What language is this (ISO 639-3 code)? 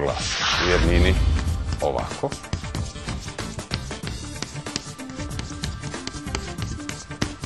srp